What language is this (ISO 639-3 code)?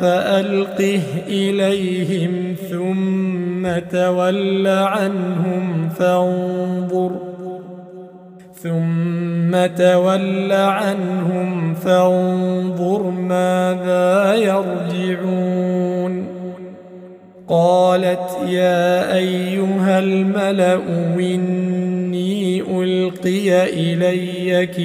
ara